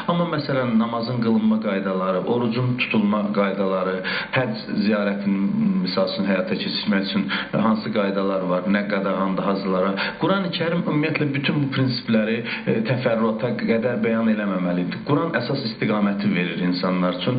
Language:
Azerbaijani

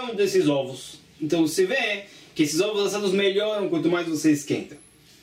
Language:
Portuguese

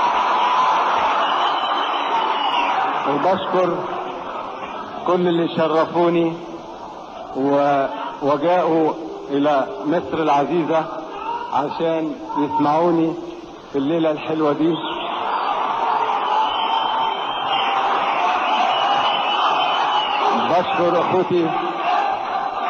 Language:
Egyptian Arabic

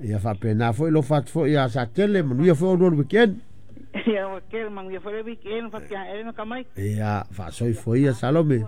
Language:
Samoan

